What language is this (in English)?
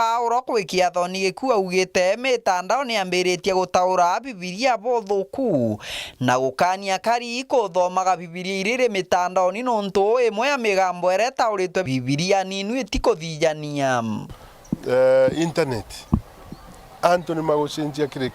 Meru